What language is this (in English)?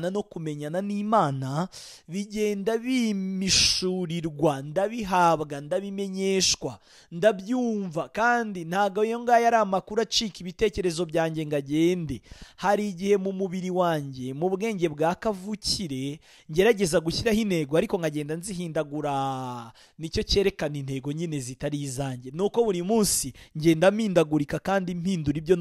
Kinyarwanda